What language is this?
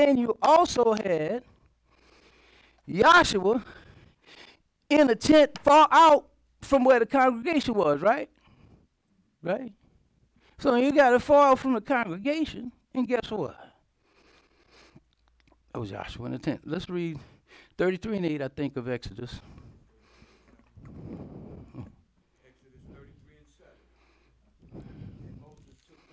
English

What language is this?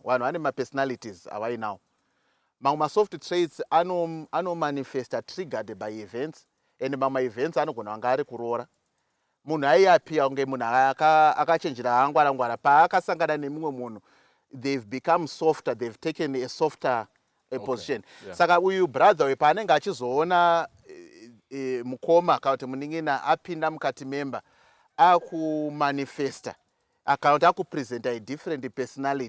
Shona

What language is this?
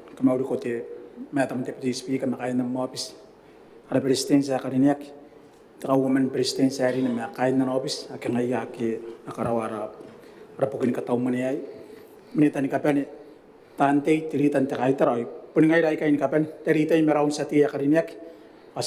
Gilbertese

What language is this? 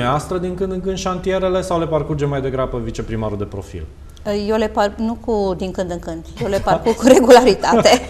Romanian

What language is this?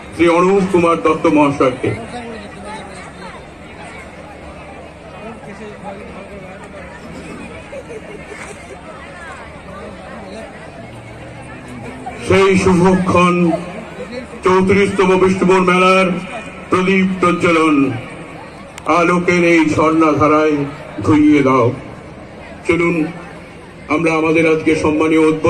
Bangla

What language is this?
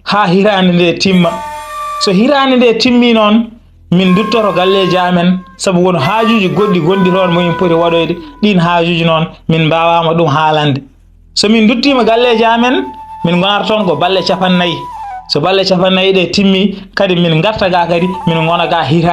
Fula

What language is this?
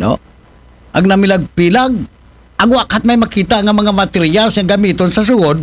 Aklanon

